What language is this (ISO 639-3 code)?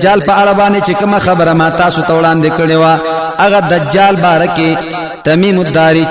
pus